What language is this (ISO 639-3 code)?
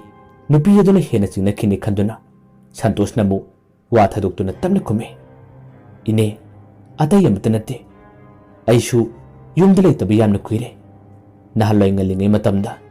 mni